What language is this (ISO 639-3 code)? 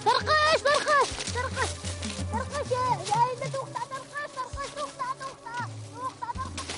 bak